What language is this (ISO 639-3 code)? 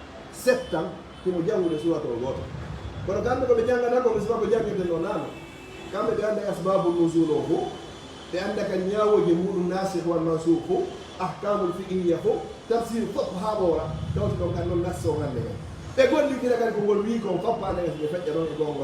ful